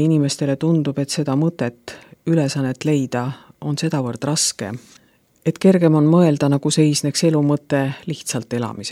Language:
Estonian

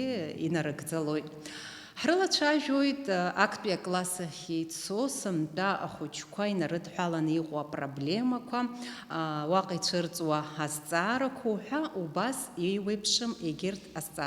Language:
Abkhazian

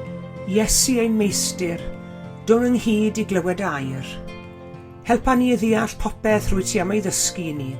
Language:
Welsh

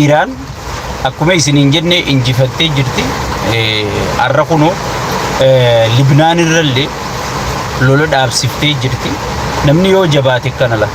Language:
Oromo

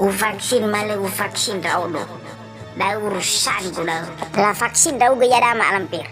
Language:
Nias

